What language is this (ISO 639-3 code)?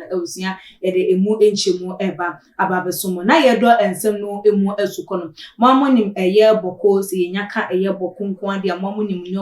aka